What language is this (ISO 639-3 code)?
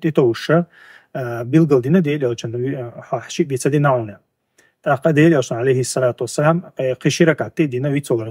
che